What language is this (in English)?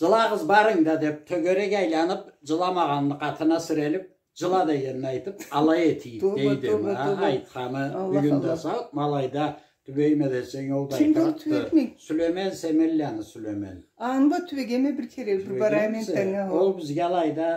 Karachay-Balkar